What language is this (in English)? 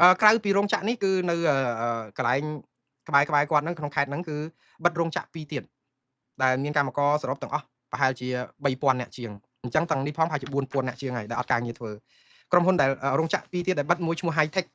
Khmer